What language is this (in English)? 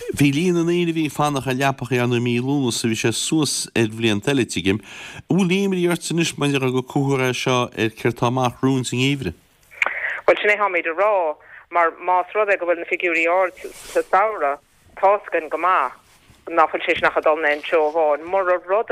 Irish